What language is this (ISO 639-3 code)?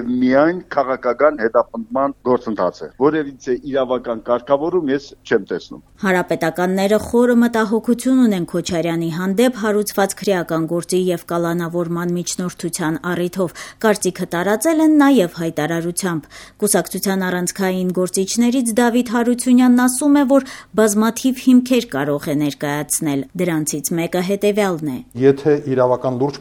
hye